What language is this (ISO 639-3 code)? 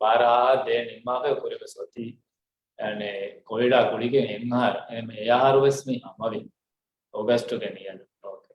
div